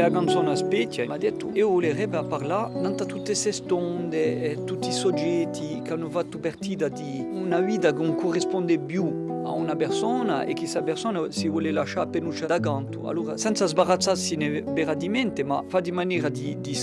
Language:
Corsican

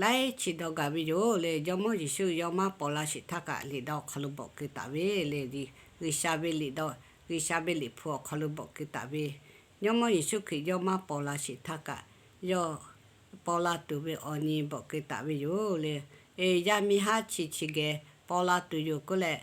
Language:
Lahu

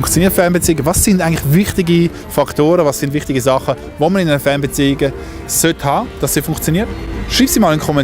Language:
Swiss German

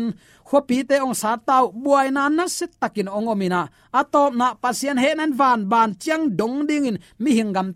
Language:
Tedim Chin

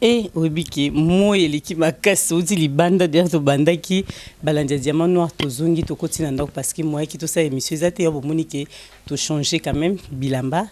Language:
Lingala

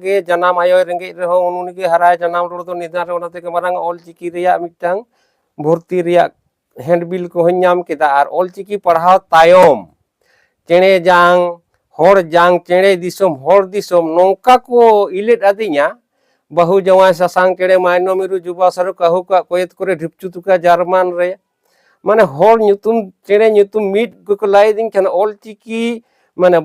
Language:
Santali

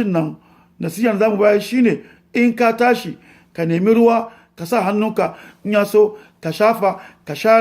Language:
Hausa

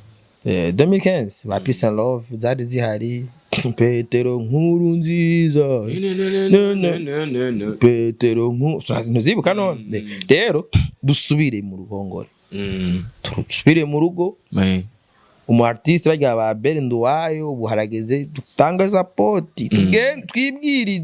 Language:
Rundi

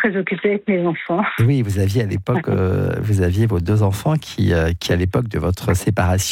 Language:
French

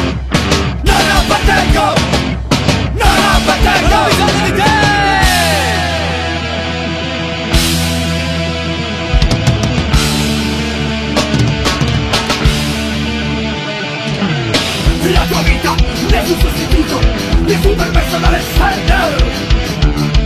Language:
Italian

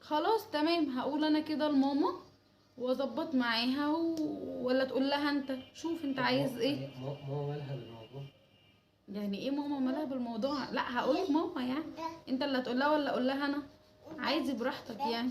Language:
Egyptian Arabic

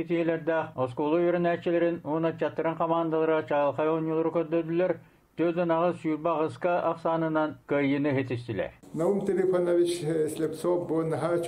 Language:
Yakut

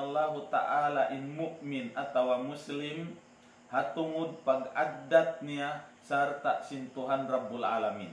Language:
Tausug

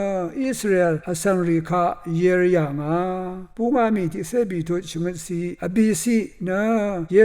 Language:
Rawang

